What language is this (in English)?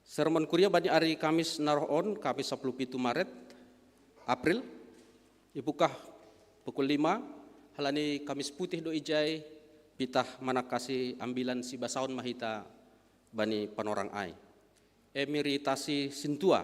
Batak Simalungun